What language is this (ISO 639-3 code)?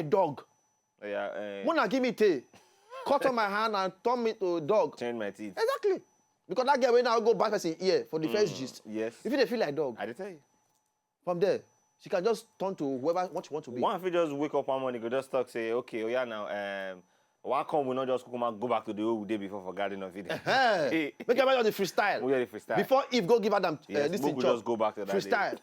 pcm